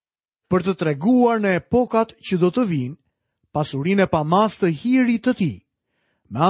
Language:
Albanian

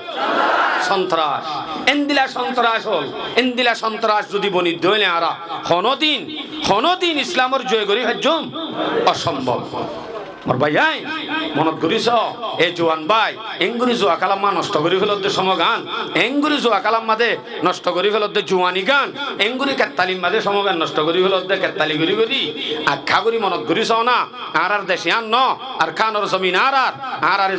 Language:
Rohingya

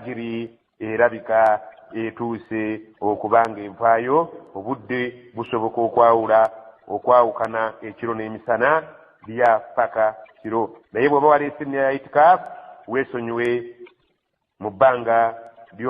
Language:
Ganda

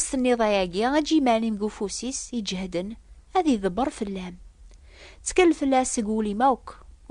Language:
Kabyle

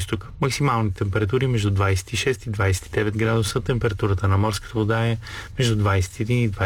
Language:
Bulgarian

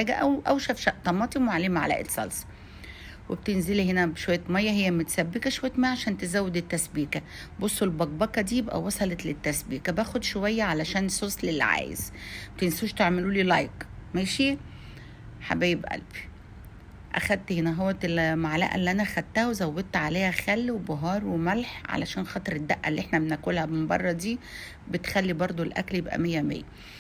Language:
Egyptian Arabic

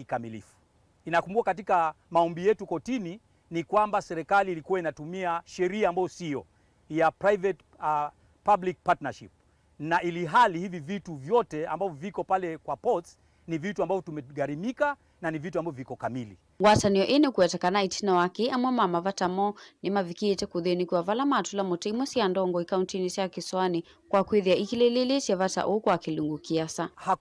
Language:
Kamba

